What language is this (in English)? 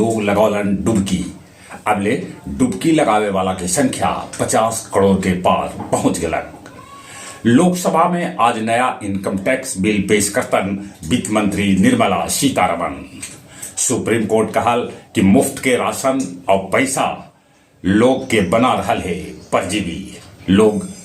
Magahi